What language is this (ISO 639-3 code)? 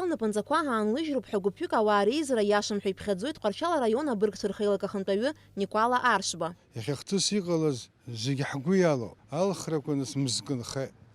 abk